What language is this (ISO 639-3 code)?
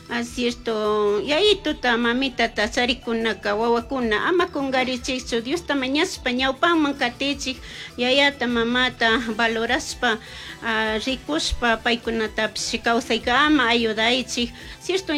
qug